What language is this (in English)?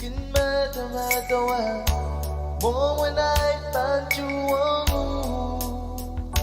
Pohnpeian